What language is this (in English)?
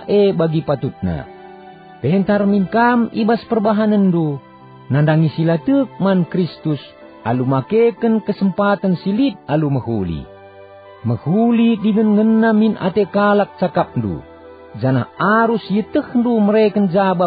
Batak Karo